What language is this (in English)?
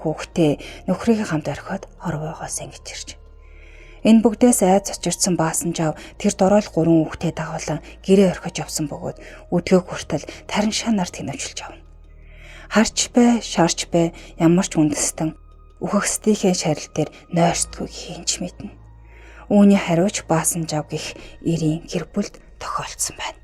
Mongolian